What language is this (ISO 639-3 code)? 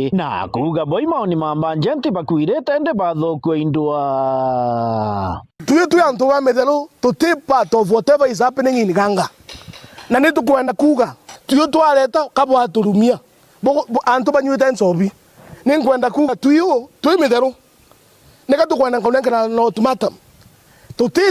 mer